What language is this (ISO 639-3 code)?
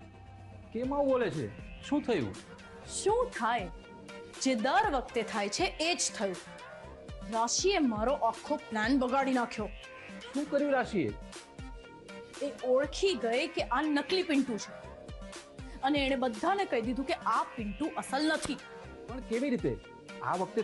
guj